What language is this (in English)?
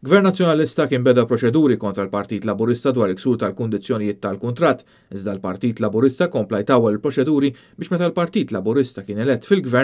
Maltese